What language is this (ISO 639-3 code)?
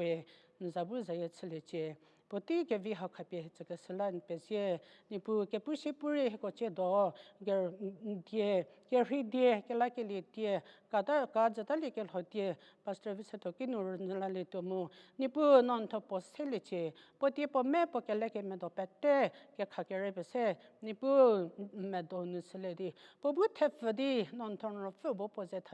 njm